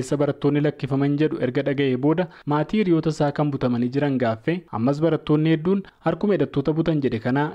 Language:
Oromo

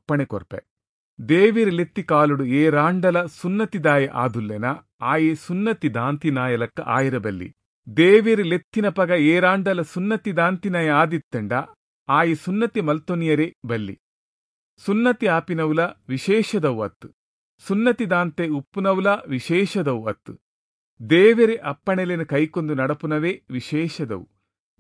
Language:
Tulu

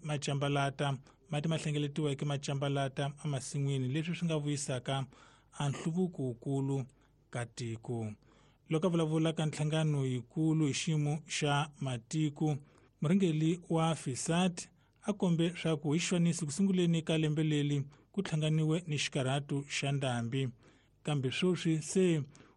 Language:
Tsonga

